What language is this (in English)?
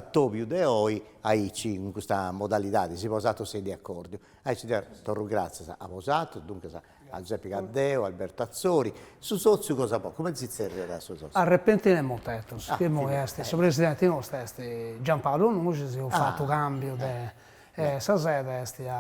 Sardinian